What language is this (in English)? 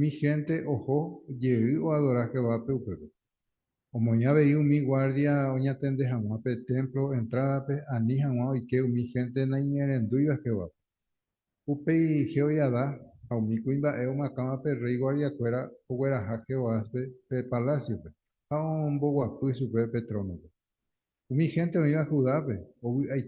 Guarani